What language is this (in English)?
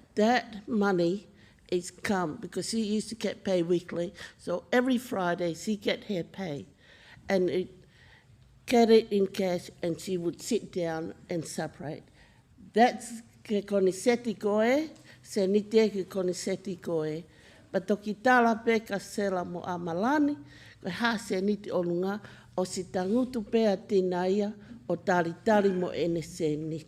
Tongan